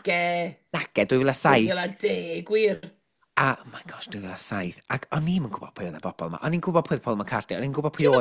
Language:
Welsh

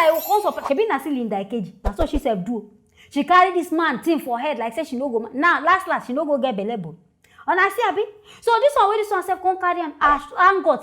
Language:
Nigerian Pidgin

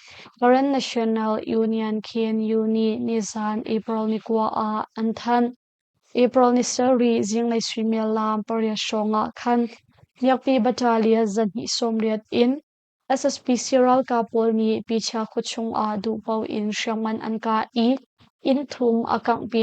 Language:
Hakha Chin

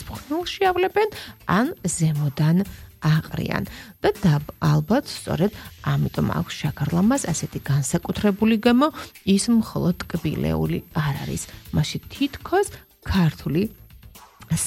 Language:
Georgian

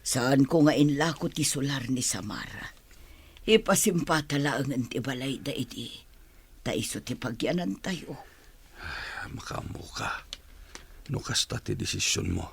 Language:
Iloko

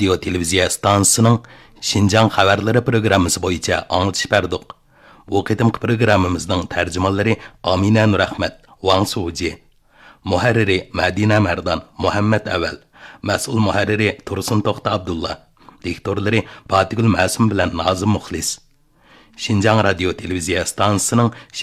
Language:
Uyghur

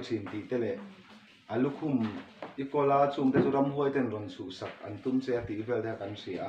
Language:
Mizo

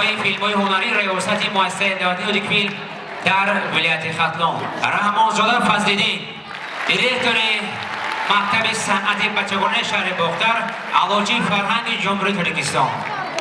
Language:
Tajik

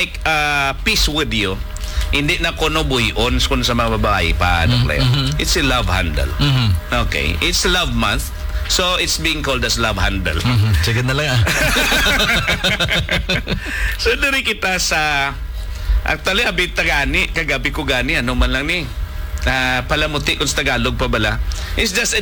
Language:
Hiligaynon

